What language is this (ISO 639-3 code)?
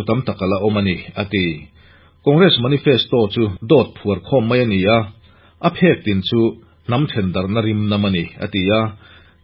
lus